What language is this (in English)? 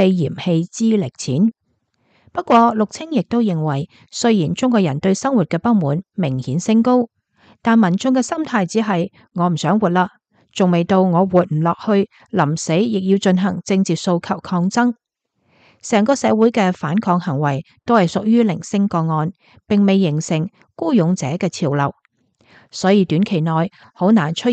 Cantonese